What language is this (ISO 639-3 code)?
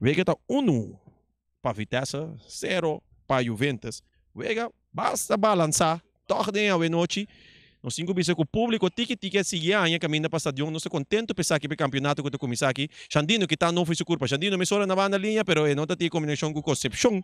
pap